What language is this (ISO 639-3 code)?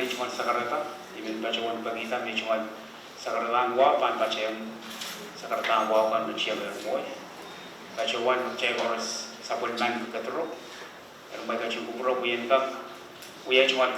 pon